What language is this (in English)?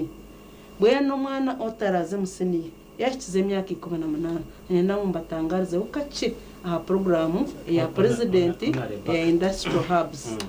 Nyankole